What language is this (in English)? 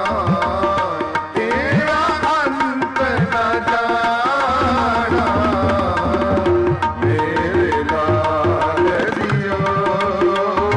Punjabi